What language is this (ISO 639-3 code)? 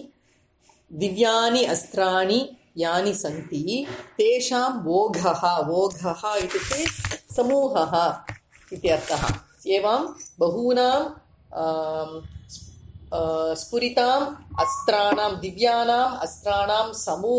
san